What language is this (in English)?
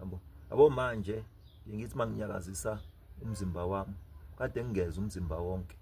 Zulu